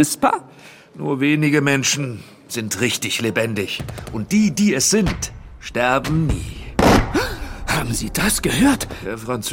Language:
German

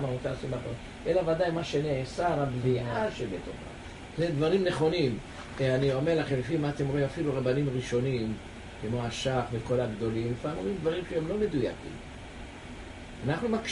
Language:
Hebrew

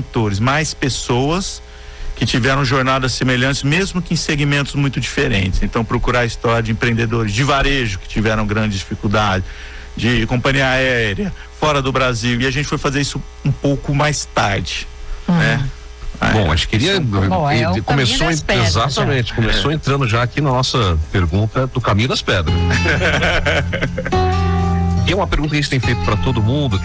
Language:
Portuguese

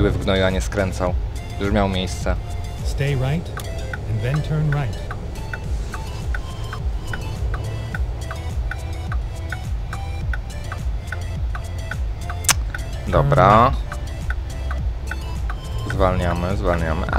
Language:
Polish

